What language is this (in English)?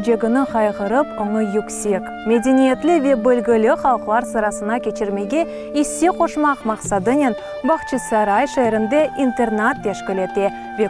Crimean Tatar